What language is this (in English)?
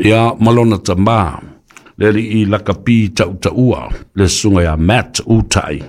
Samoan